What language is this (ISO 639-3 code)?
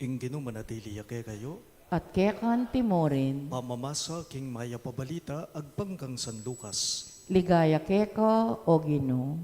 pam